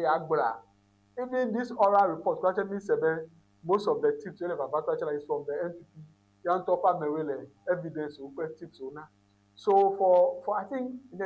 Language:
Ewe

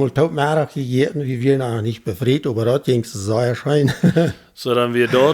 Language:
Plautdietsch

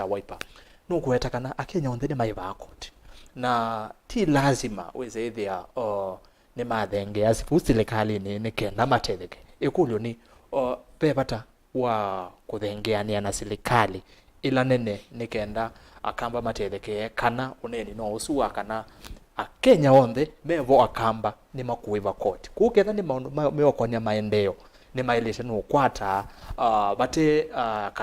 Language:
Kamba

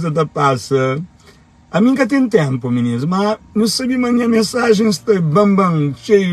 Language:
Kabuverdianu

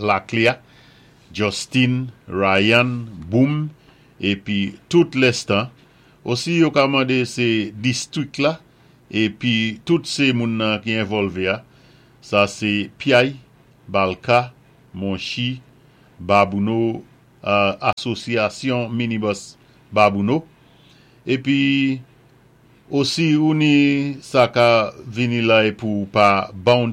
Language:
Saint Lucian Creole French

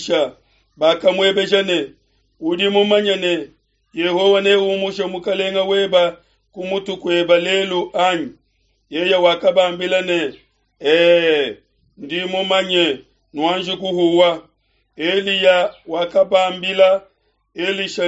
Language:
Luba-Lulua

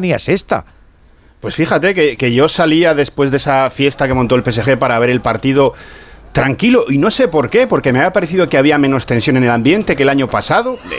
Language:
Spanish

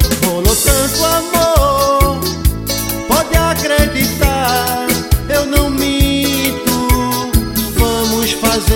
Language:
Portuguese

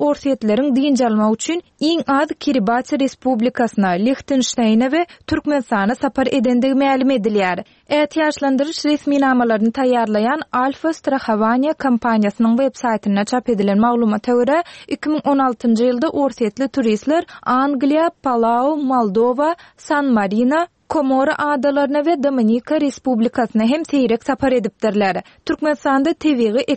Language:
Turkmen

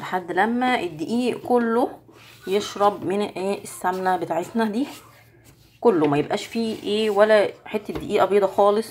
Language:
Egyptian Arabic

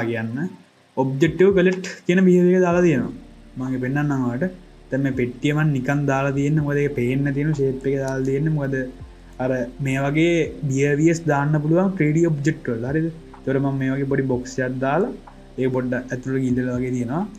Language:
Sinhala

